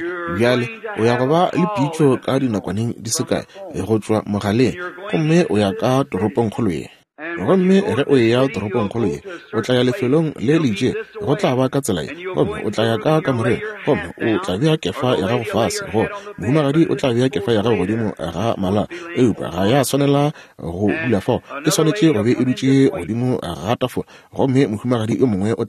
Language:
Northern Sotho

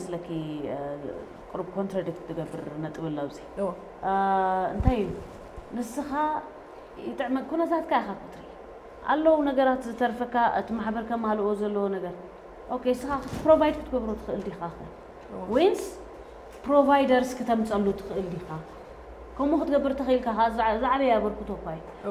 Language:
Tigrinya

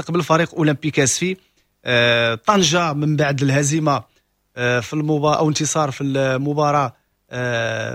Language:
Moroccan Arabic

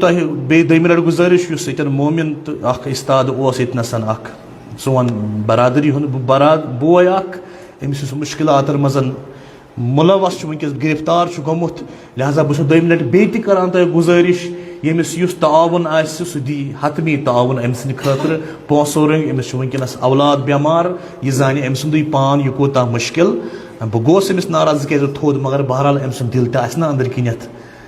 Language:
Kashmiri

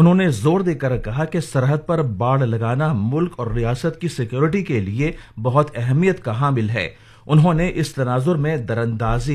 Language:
Urdu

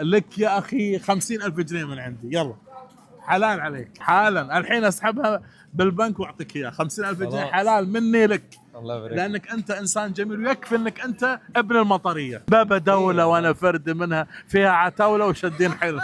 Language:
Egyptian Arabic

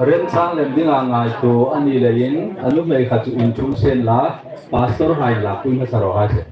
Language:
Hmar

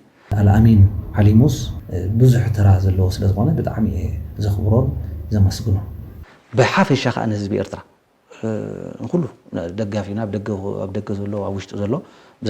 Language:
Tigrinya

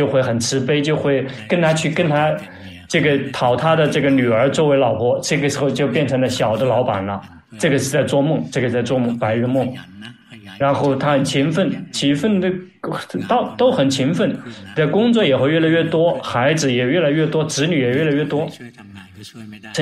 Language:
Chinese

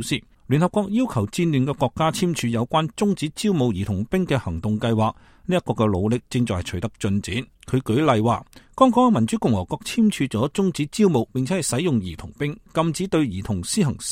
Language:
Cantonese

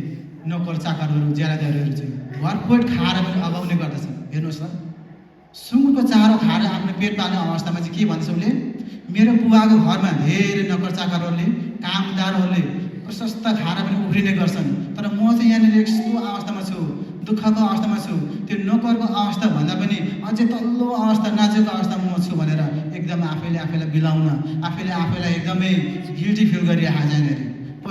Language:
Nepali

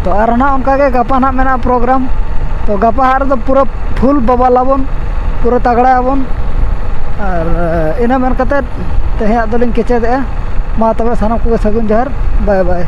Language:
Santali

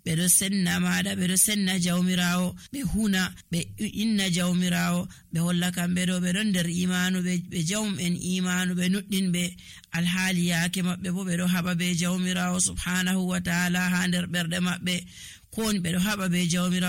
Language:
Nigerian Fulfulde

